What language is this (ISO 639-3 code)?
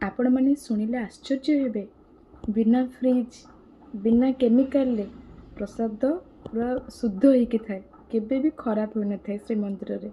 ori